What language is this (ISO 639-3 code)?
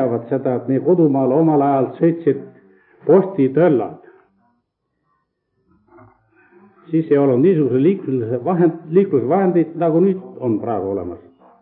est